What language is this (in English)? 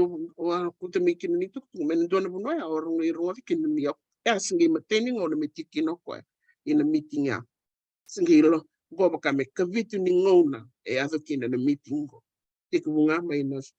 Fijian